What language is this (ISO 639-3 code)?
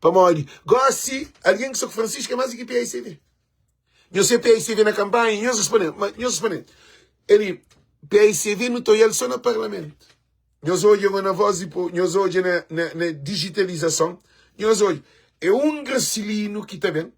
kea